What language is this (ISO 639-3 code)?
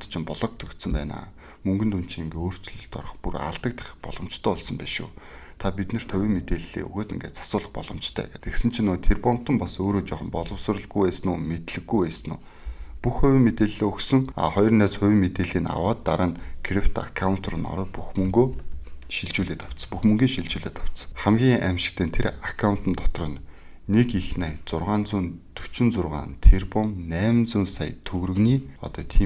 mon